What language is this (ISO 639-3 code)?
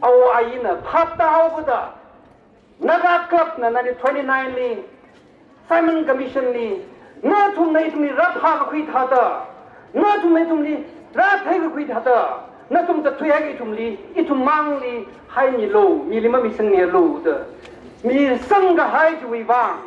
nmf